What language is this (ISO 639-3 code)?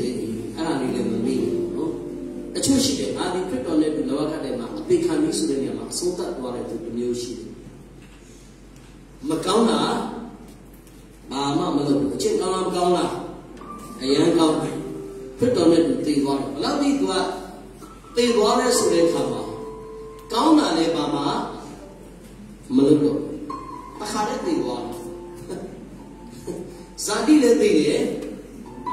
mya